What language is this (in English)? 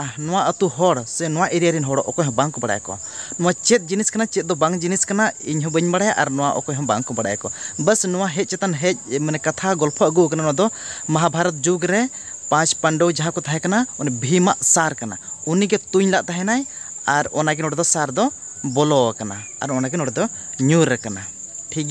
Santali